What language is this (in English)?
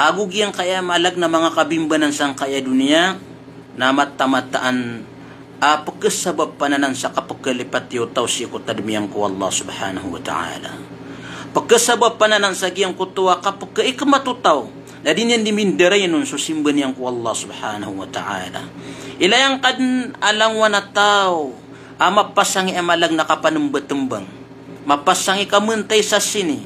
Maranao